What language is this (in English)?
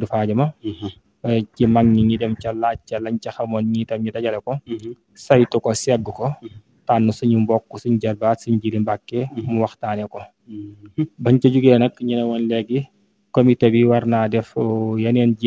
Wolof